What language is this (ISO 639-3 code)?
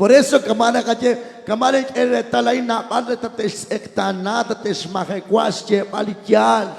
kek